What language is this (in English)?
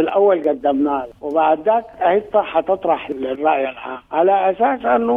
Sudanese Arabic